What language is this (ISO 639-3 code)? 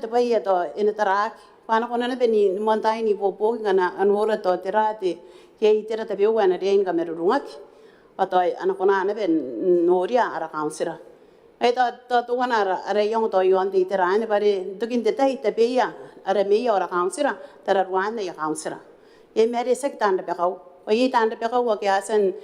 gil